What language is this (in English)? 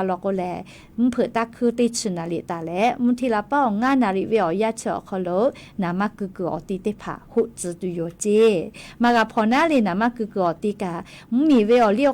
Lahu